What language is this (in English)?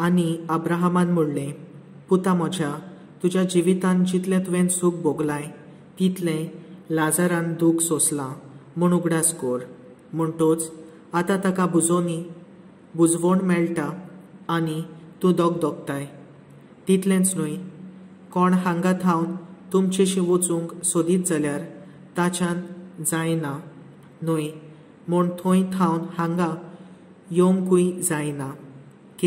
Konkani